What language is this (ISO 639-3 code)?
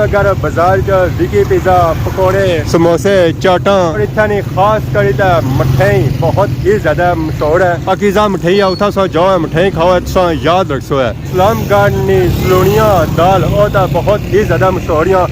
phr